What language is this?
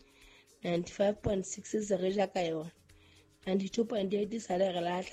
Southern Sotho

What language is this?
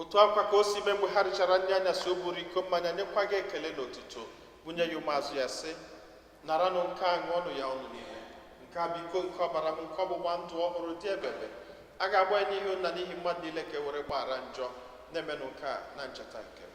Igbo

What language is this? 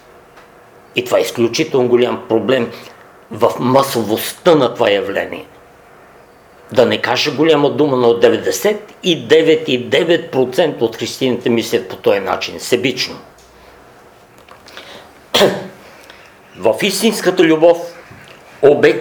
Bulgarian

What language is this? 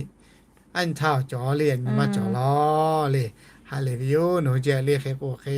Lahu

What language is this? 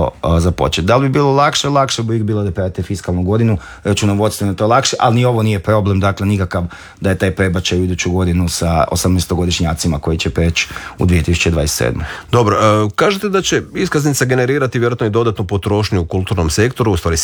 Croatian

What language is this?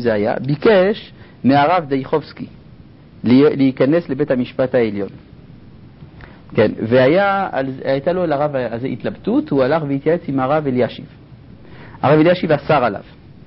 Hebrew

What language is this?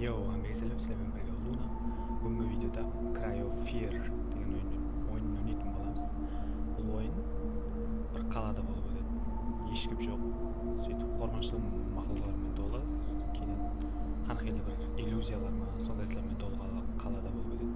Kara-Kalpak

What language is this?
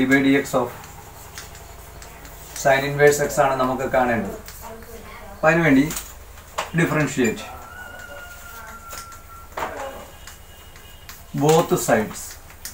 Malayalam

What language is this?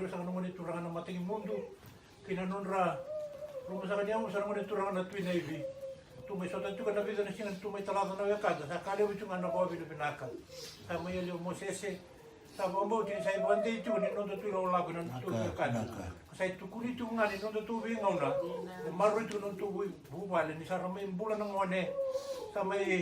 Fijian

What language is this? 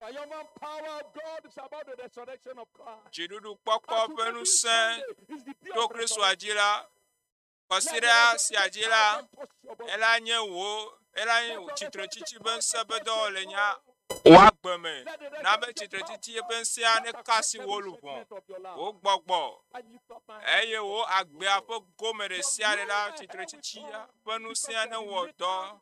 Ewe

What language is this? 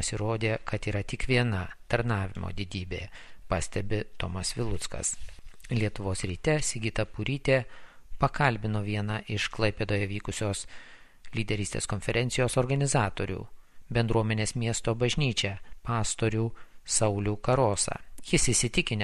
Lithuanian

